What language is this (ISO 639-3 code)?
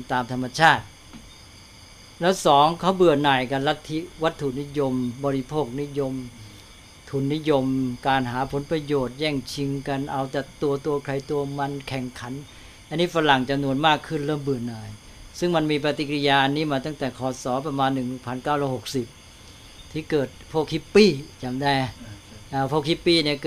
tha